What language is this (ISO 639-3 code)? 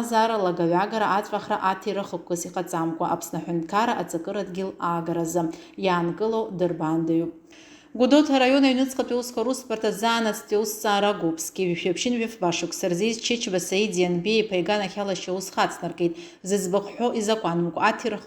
abk